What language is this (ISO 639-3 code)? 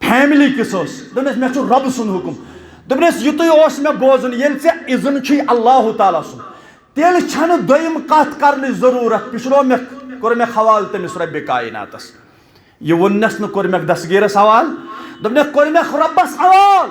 kas